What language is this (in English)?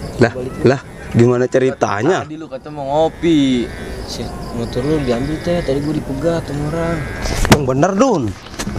Betawi